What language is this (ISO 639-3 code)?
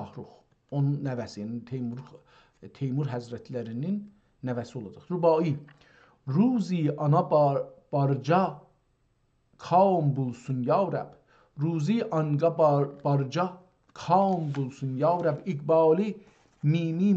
azb